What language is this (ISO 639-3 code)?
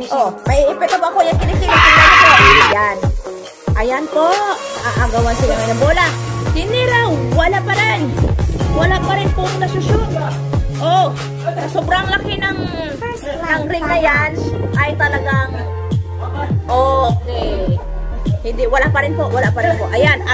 fil